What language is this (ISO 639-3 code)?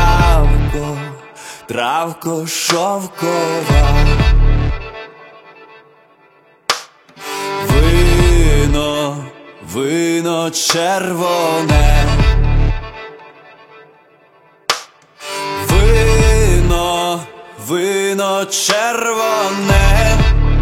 ukr